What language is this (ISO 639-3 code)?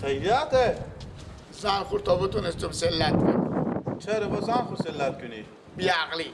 fas